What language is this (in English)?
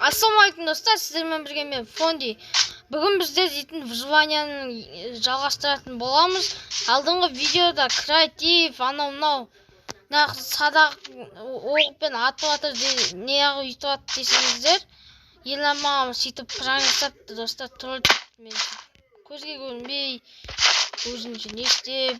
Kazakh